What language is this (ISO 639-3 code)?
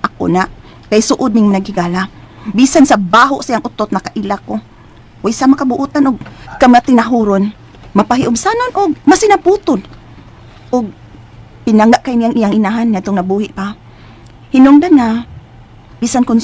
ceb